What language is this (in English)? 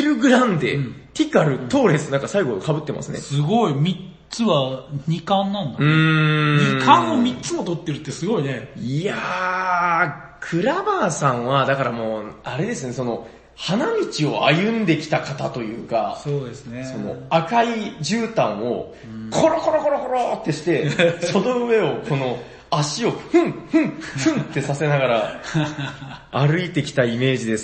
Japanese